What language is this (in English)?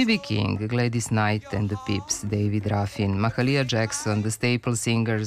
Serbian